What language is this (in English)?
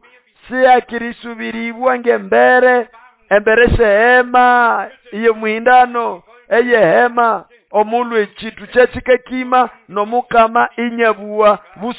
Nande